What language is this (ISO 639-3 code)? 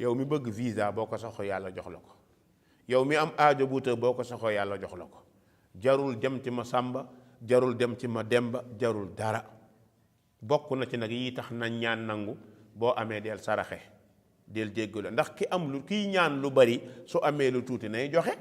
wol